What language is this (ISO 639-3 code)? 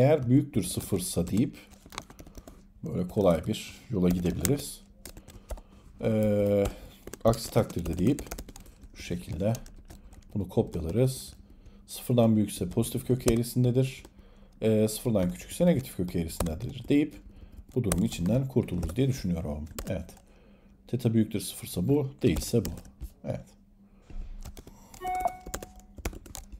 tur